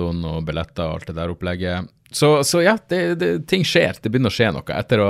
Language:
Norwegian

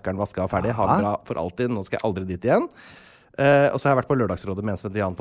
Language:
Norwegian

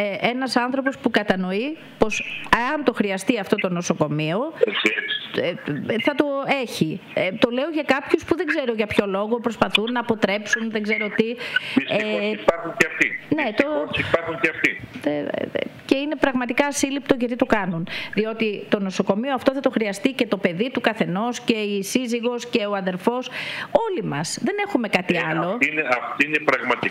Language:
Greek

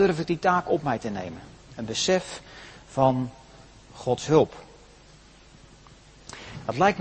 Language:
Dutch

